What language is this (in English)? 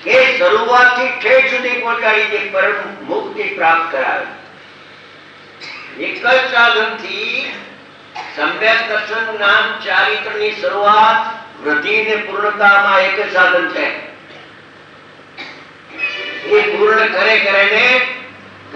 Gujarati